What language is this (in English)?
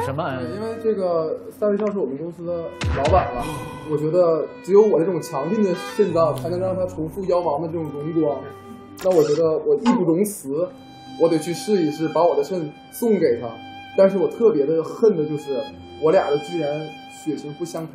Chinese